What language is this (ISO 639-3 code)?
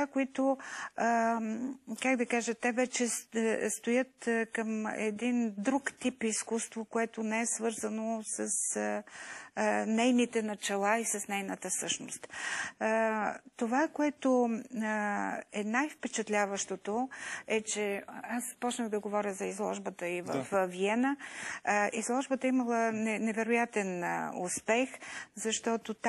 bul